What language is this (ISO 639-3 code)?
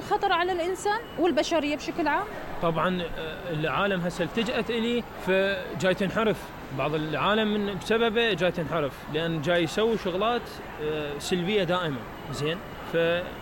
acm